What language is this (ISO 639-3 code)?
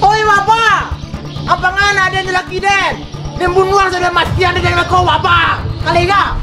min